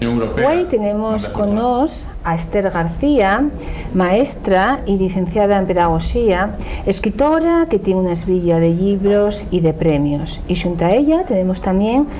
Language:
Asturian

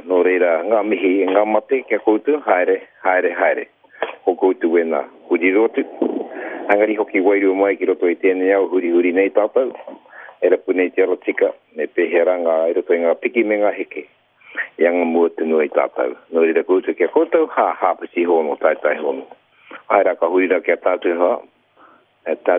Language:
Māori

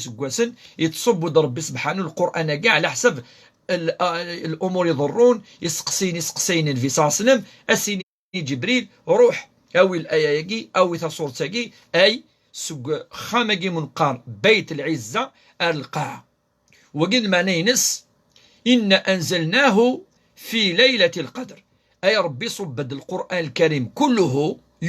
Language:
Kabyle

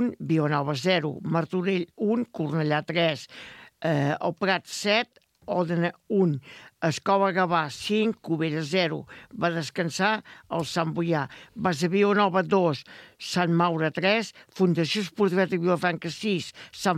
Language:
Catalan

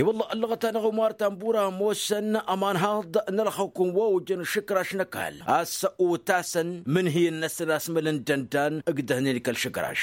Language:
Tamasheq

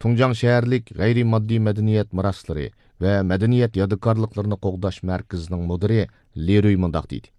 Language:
Uyghur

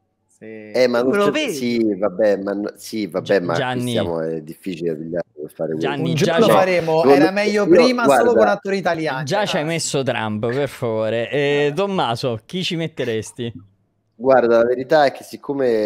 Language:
Italian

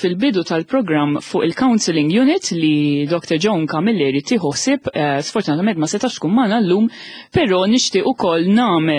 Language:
Maltese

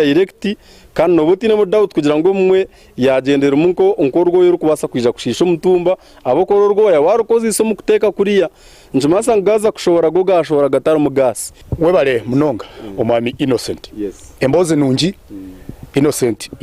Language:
Nyankole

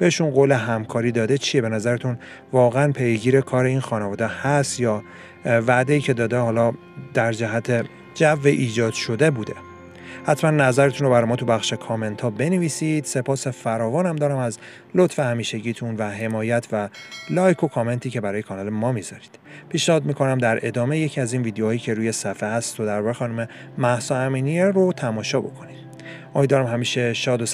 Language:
Persian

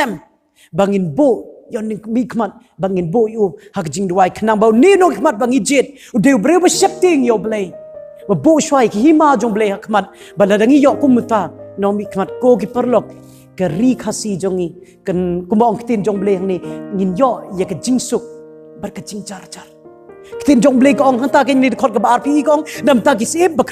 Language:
Khasi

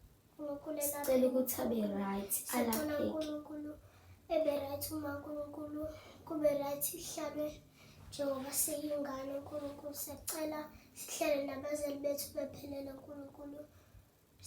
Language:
Zulu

